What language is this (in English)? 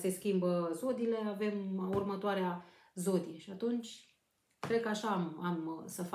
Romanian